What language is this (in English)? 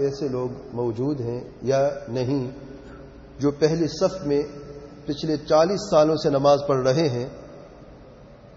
Urdu